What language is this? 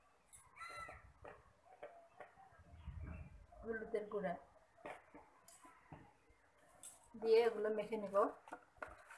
Bangla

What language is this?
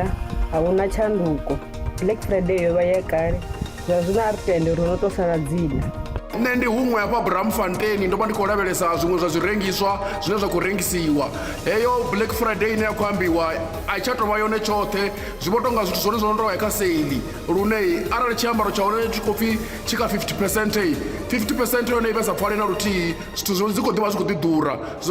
Venda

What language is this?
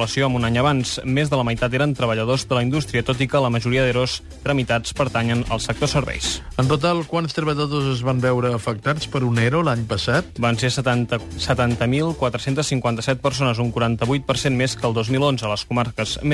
Catalan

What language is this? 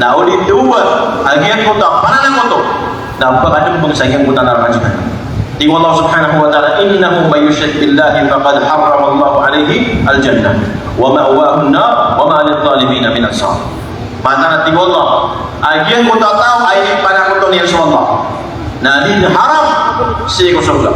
Maranao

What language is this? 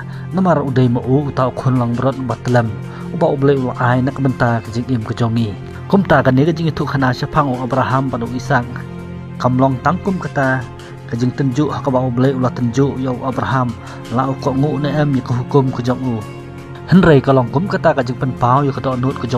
Khasi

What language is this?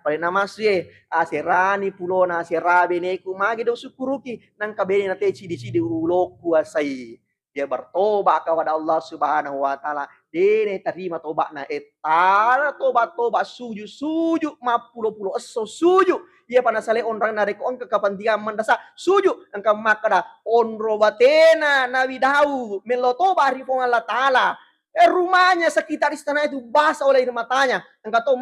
Buginese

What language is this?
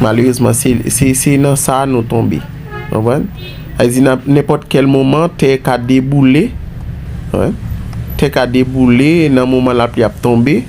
Haitian Creole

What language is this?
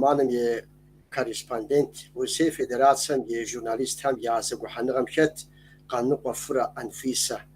Kabardian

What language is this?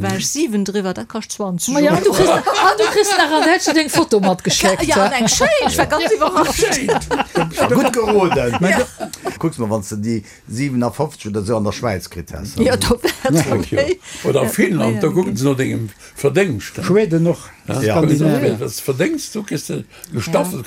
Luxembourgish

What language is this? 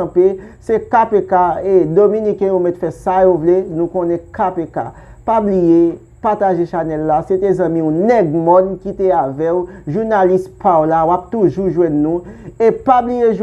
Haitian Creole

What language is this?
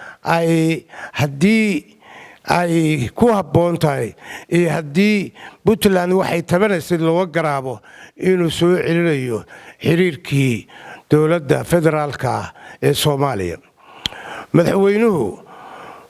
Somali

